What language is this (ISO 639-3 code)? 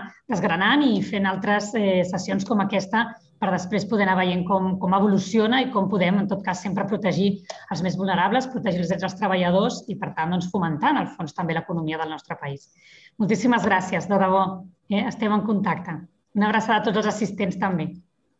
cat